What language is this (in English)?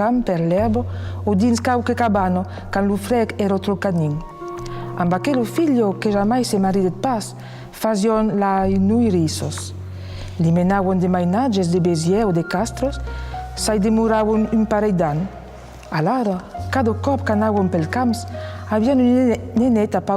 Occitan